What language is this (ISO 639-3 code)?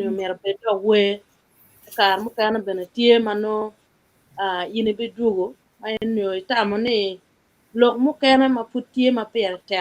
ach